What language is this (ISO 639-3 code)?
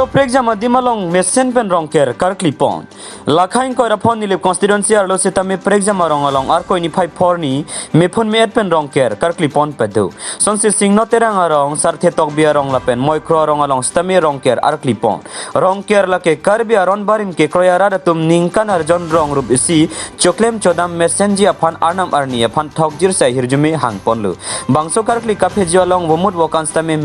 mjw